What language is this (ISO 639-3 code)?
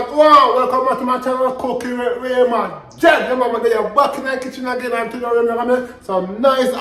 jam